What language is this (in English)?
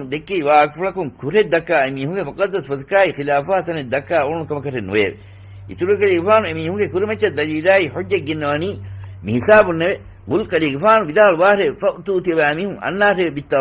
Divehi